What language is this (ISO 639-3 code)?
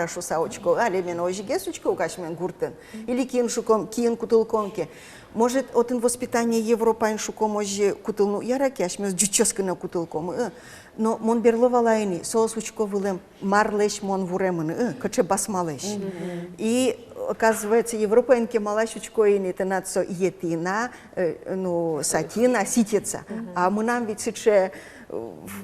udm